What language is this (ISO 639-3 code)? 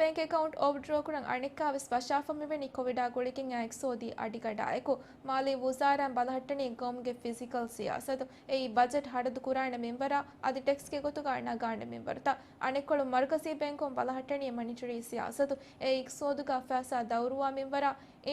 div